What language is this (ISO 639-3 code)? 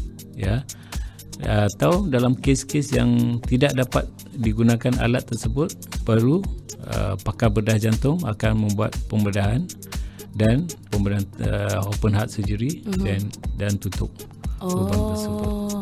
msa